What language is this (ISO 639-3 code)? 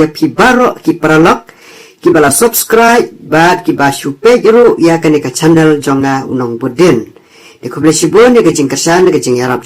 kha